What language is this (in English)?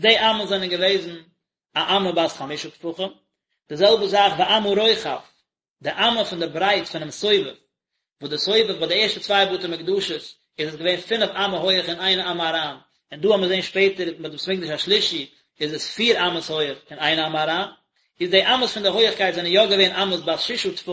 Yiddish